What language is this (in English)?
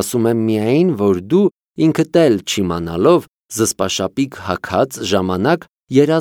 Armenian